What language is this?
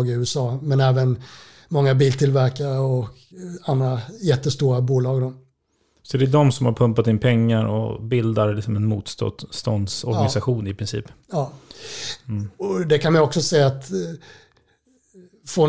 Swedish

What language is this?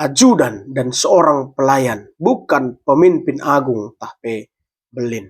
Batak Karo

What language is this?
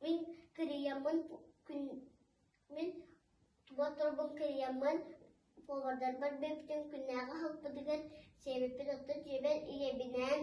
Yakut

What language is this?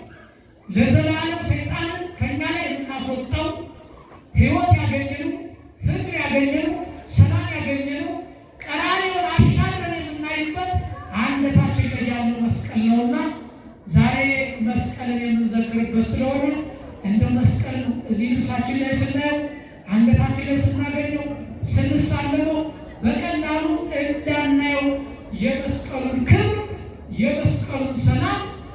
Amharic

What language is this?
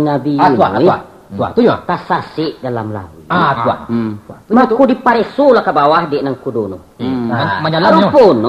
Minangkabau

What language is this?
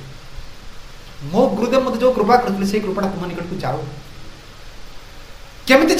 Odia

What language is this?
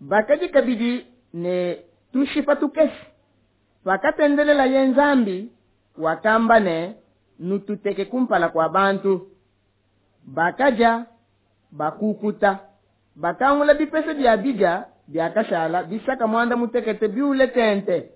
Luba-Lulua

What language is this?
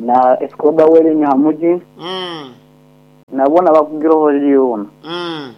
Nyankole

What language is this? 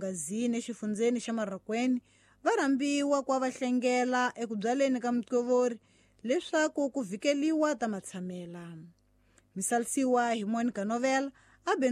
Tsonga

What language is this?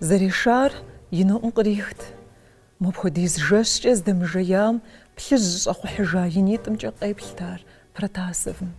Kabardian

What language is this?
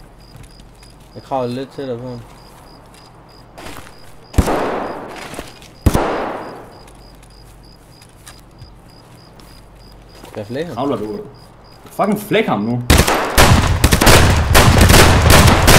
Danish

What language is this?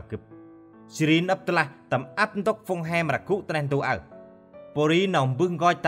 Central Mnong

